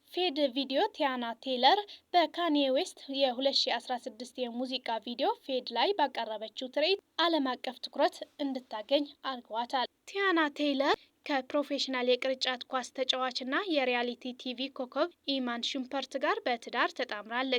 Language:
Amharic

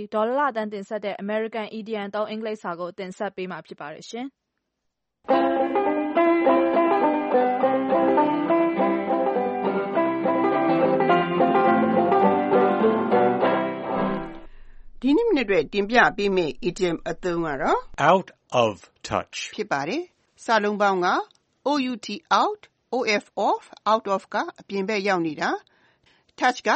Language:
Burmese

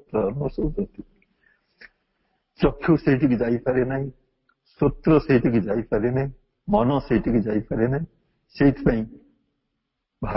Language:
Odia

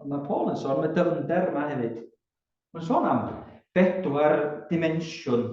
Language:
Welsh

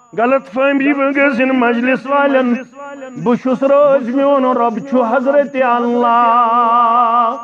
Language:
Kashmiri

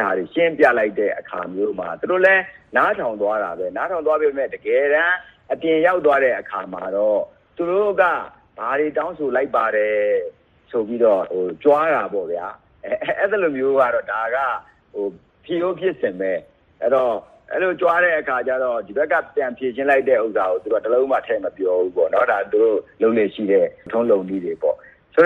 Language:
Burmese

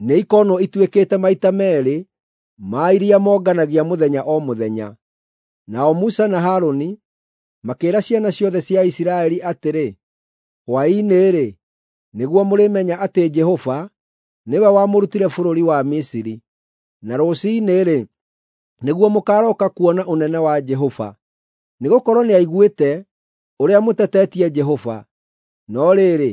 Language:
Kikuyu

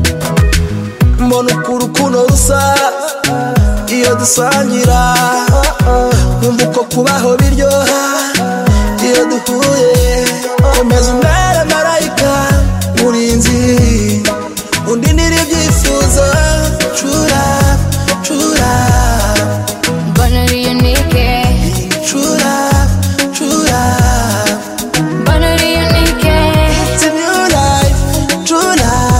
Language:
Kinyarwanda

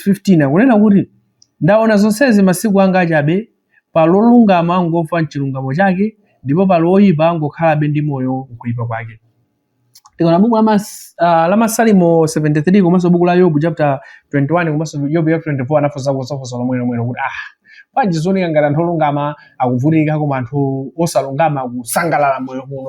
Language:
Nyanja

